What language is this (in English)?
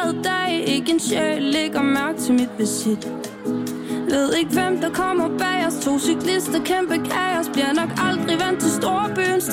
Danish